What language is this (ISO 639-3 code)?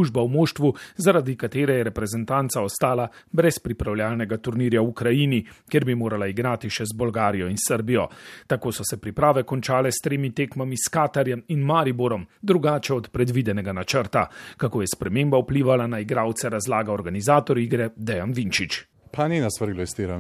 slv